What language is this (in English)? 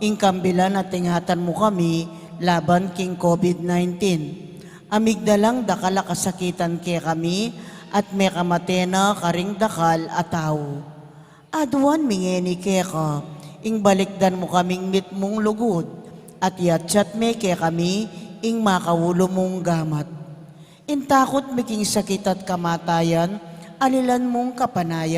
Pampanga